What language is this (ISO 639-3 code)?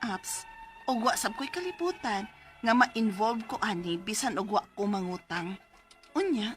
ceb